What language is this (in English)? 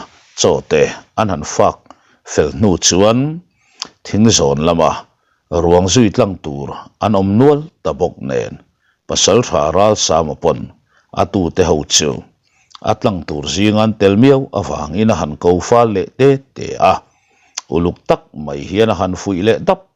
Mizo